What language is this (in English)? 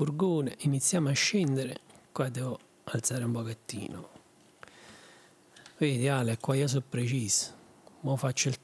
Italian